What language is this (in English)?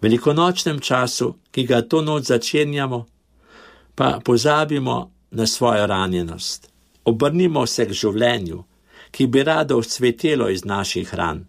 Slovenian